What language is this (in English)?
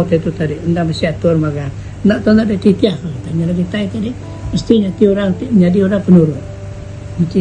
Iban